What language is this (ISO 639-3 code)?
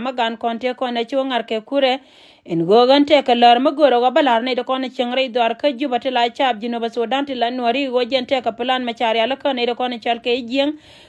nus